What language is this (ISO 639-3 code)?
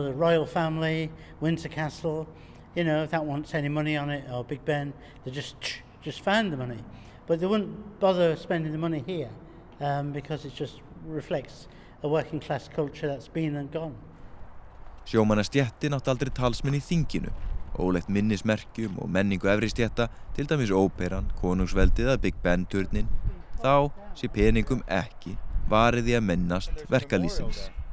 isl